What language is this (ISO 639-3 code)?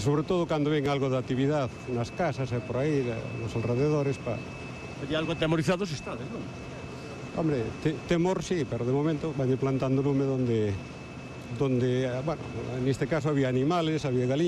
glg